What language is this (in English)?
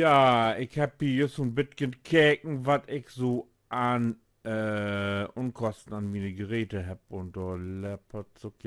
Low German